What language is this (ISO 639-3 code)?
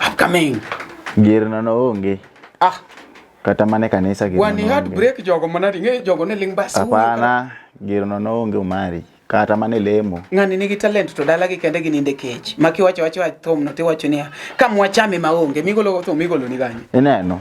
luo